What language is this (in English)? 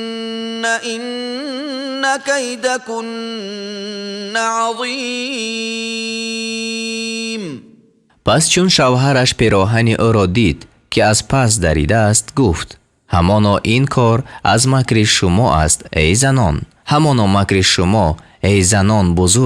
Tajik